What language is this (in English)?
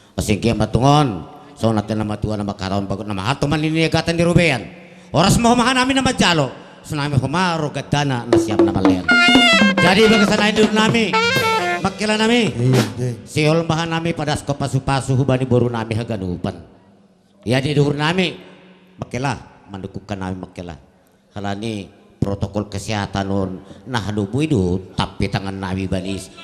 Batak Simalungun